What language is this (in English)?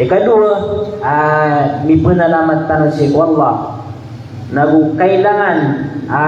Maranao